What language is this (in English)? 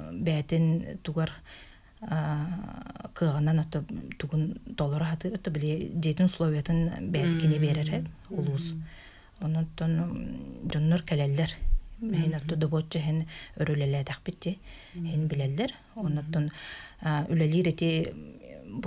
Yakut